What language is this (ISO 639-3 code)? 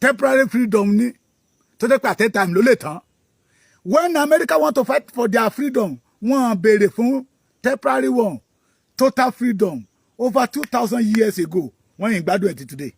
yor